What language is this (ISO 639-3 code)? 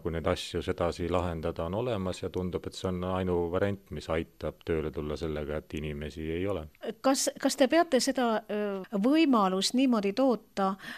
est